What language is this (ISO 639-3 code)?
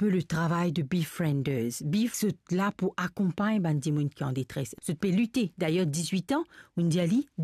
mfe